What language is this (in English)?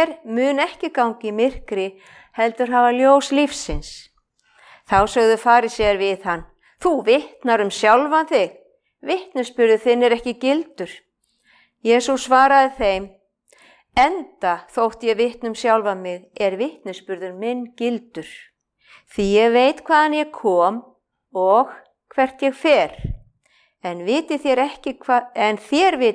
Icelandic